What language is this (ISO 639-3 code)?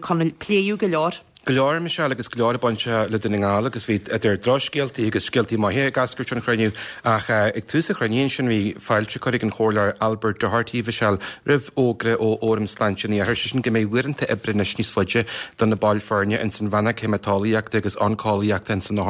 gle